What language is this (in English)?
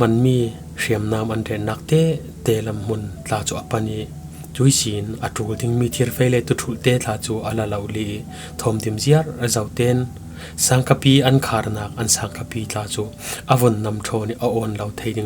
Falam Chin